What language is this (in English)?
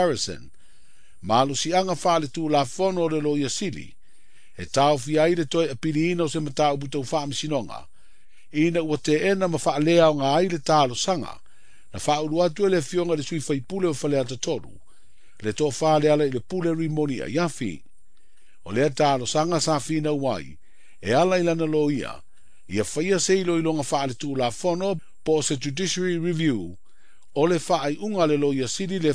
Samoan